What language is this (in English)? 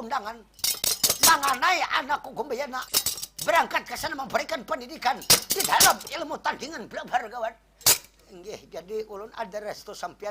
Banjar